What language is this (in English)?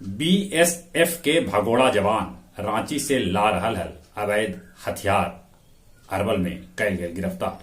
Magahi